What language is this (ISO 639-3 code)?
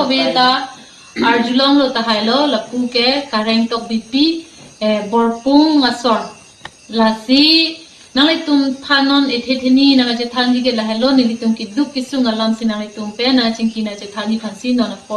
mjw